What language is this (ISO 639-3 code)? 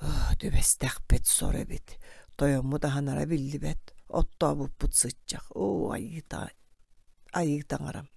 sah